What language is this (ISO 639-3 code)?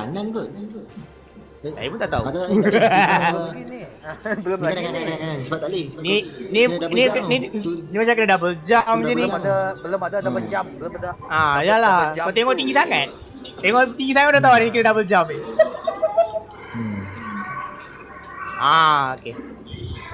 msa